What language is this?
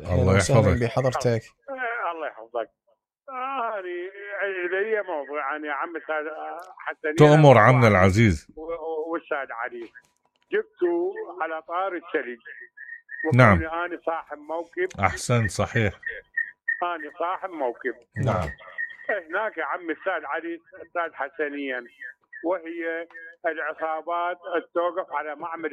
Mesopotamian Arabic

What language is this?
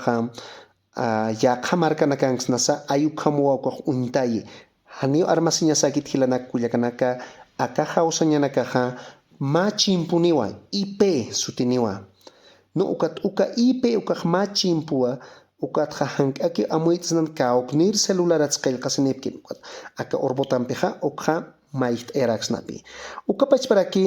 Aymara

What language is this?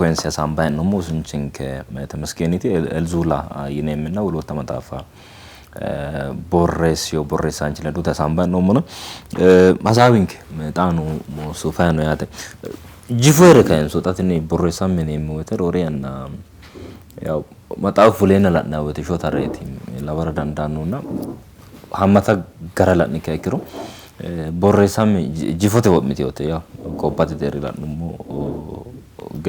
Sidamo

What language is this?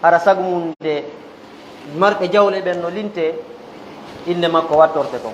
Fula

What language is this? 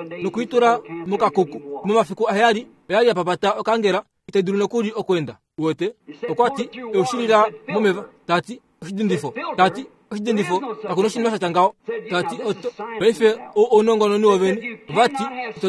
Kuanyama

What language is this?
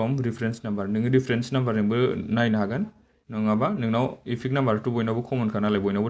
Bodo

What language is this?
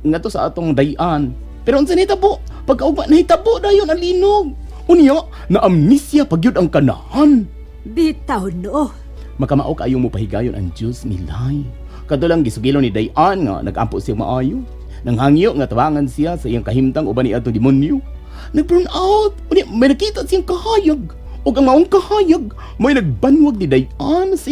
Cebuano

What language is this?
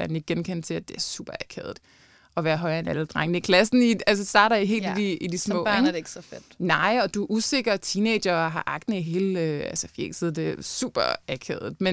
Danish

